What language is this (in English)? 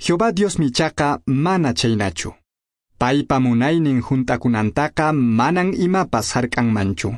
Quechua